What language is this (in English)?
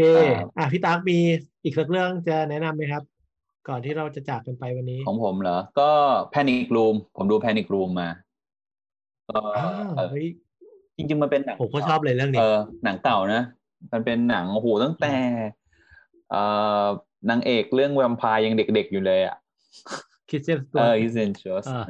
Thai